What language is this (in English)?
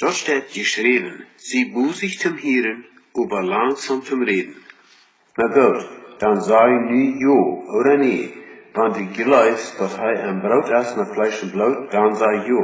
Plautdietsch